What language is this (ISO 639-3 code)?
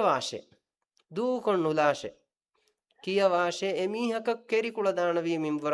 div